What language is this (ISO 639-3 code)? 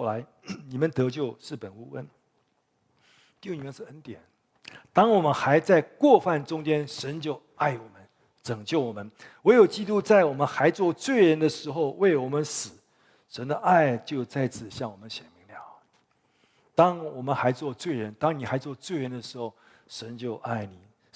zho